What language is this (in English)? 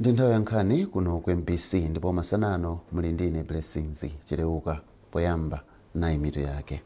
Nyanja